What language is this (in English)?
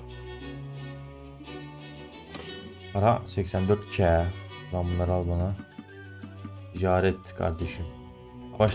Turkish